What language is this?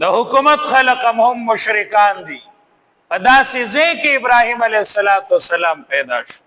Pashto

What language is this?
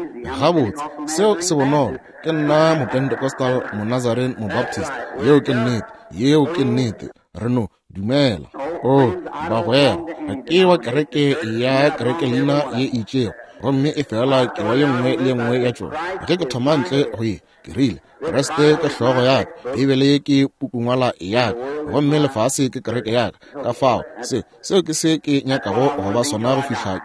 Northern Sotho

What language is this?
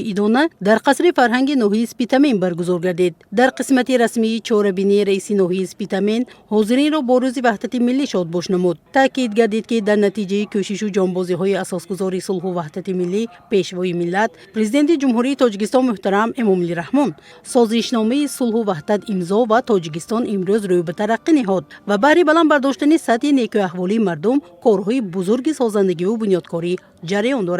Tajik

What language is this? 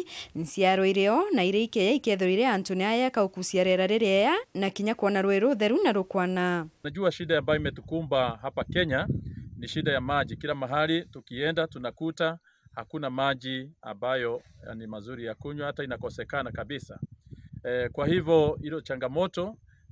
Meru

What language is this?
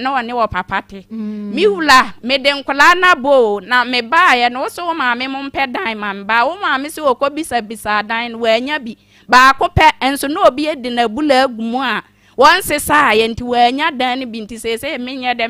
Akan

